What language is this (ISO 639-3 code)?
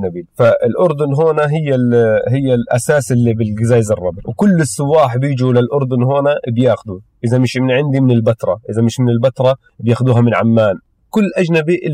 apc